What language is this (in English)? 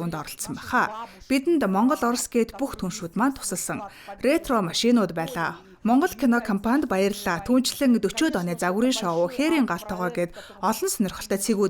Mongolian